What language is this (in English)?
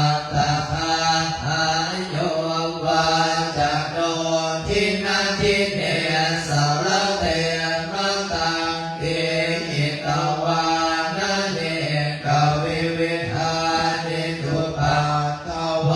Pali